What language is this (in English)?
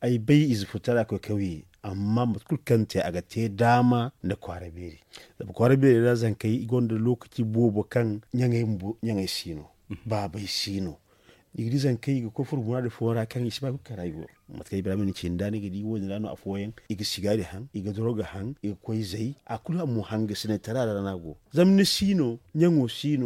Zarma